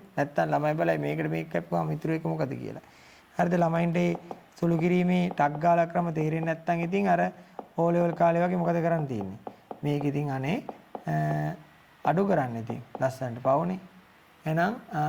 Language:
Sinhala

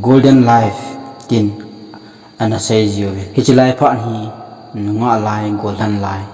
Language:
Thado Chin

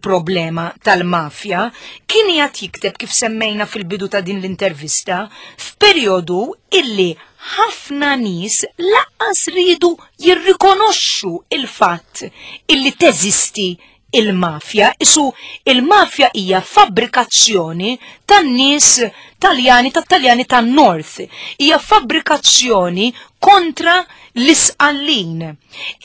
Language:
Maltese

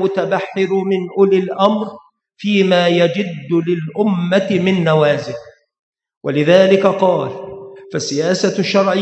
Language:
Arabic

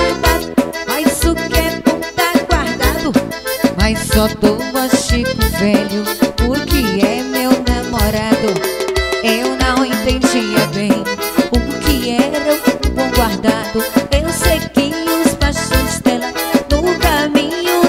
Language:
Portuguese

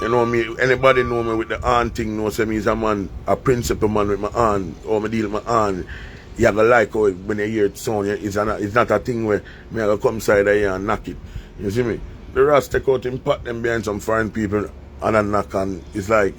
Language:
Jamaican Creole English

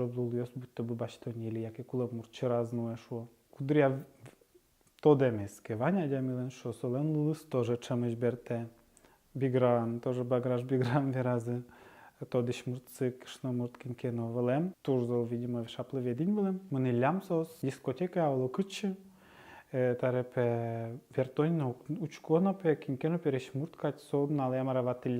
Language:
Udmurt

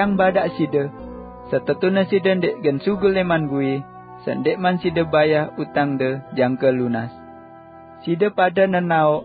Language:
Sasak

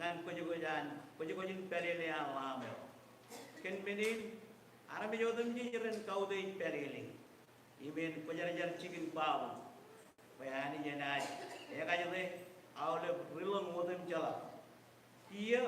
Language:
Marshallese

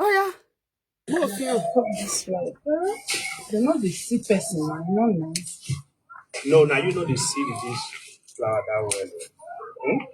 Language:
Nigerian Pidgin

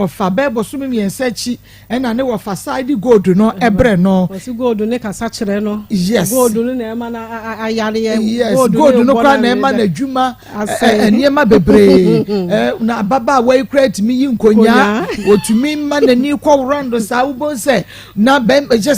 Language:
Akan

